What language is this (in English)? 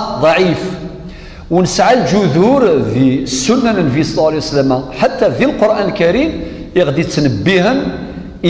Kabyle